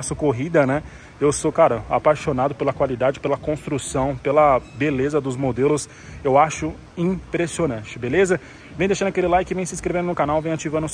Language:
Portuguese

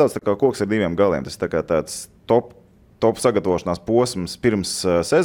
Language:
Latvian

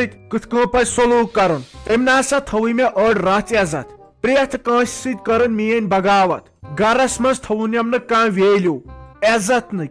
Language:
Kashmiri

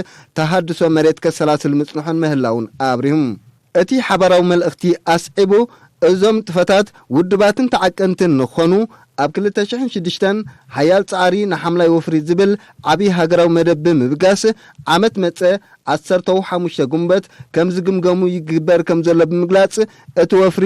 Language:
Tigrinya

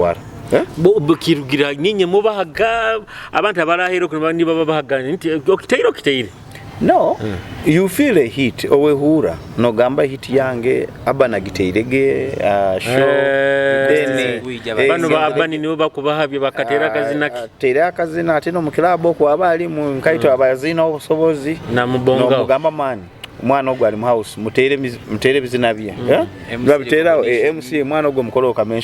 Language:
Nyoro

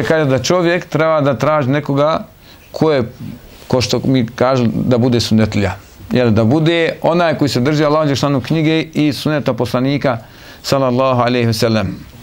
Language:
Bosnian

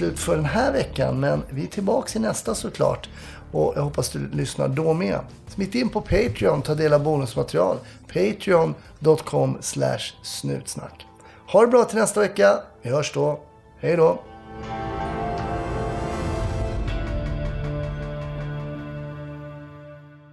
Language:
Swedish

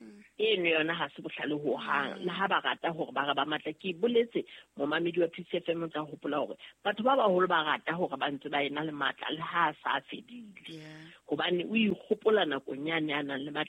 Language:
Southern Sotho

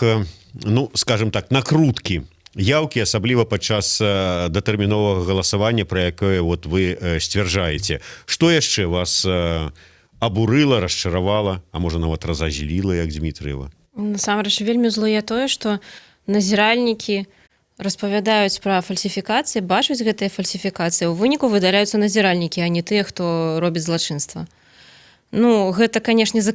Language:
Belarusian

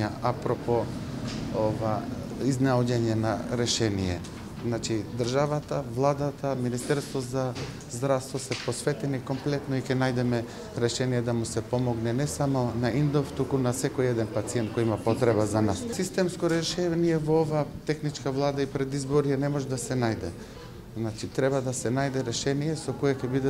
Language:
Macedonian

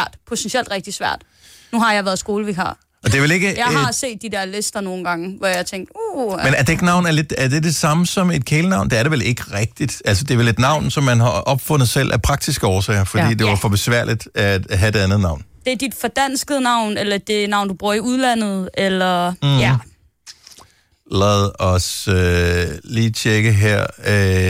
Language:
Danish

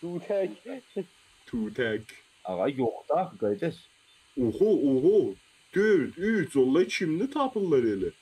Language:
South Azerbaijani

